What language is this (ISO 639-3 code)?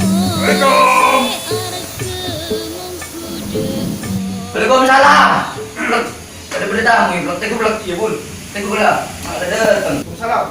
mad